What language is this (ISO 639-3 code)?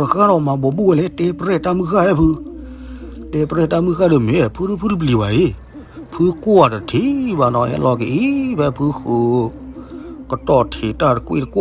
ksw